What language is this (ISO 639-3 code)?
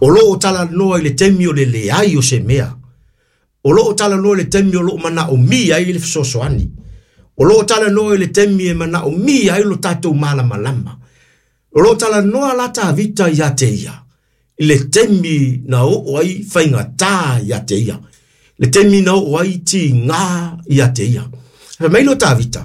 smo